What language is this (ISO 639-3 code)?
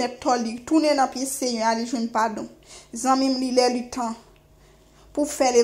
hat